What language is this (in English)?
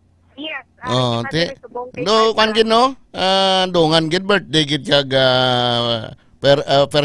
Hiligaynon